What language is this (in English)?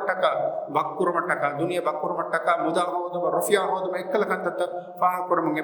Divehi